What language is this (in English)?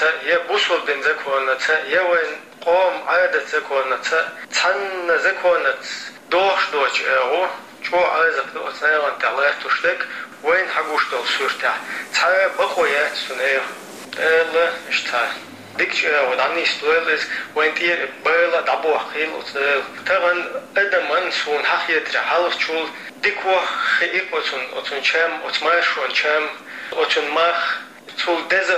Chechen